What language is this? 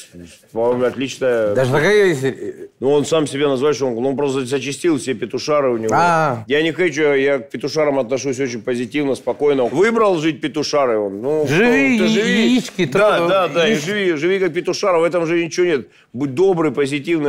Russian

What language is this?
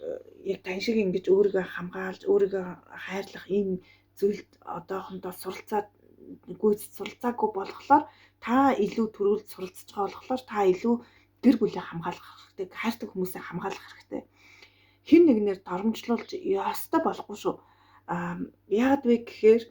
Mongolian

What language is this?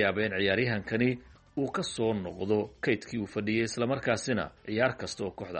Somali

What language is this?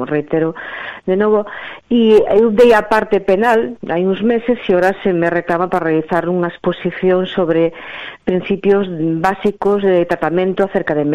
Galician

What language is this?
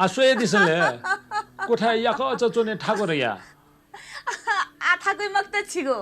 Newari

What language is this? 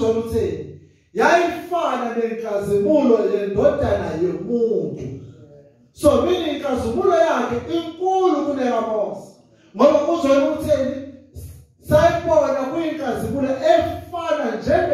Zulu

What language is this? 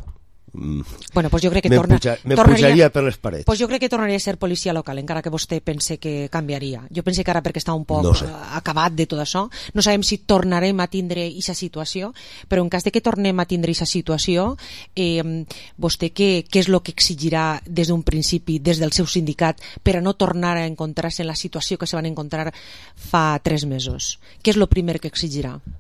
Catalan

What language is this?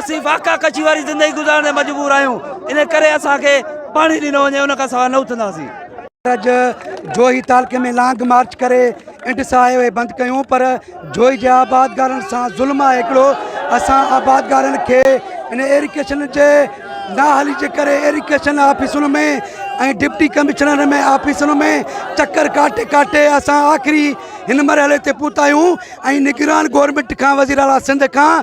Sindhi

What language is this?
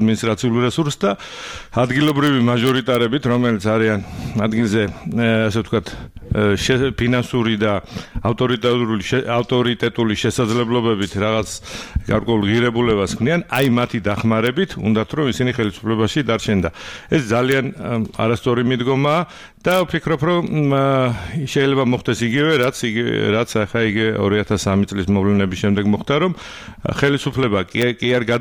Georgian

